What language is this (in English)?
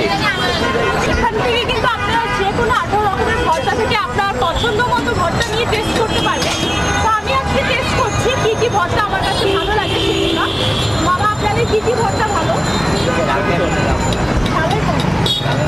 Bangla